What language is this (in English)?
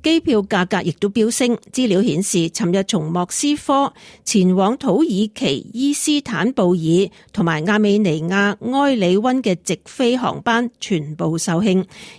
Cantonese